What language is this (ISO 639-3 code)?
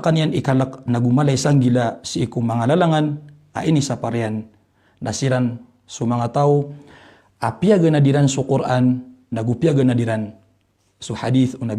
mrw